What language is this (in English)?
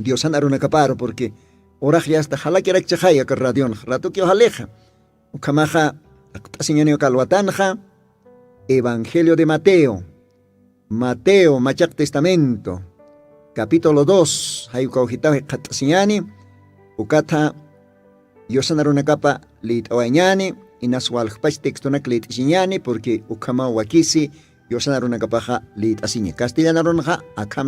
Aymara